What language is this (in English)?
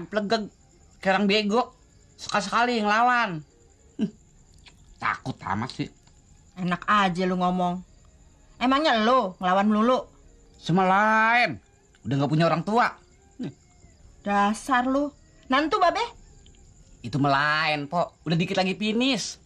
Betawi